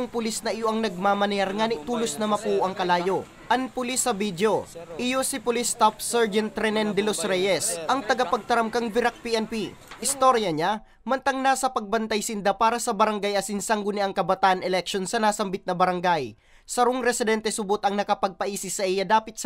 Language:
Bikol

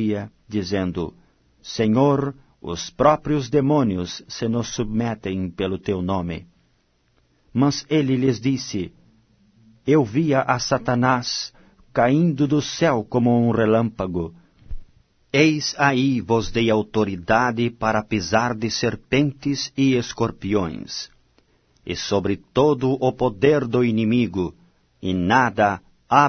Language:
Portuguese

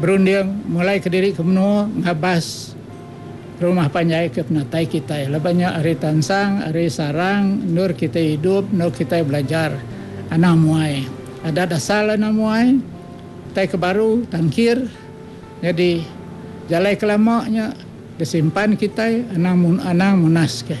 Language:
Iban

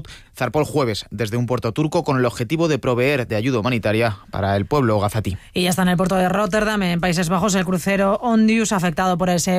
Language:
Spanish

